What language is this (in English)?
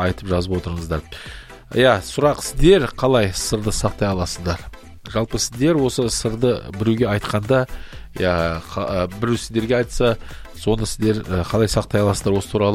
Kazakh